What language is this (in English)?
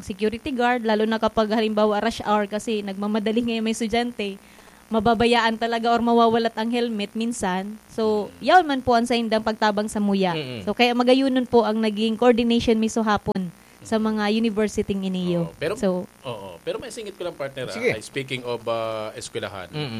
Bikol